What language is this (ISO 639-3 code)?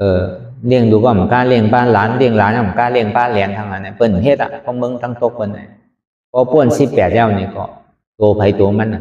shn